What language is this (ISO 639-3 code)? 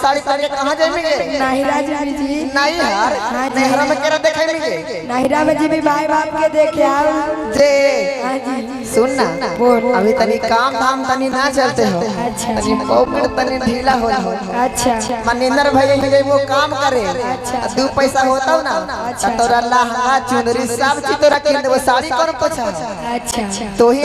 mag